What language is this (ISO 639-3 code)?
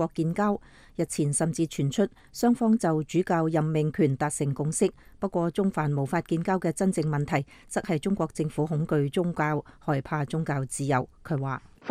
yue